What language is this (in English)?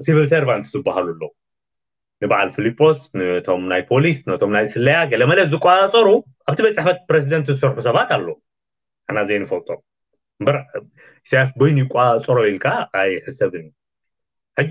Tigrinya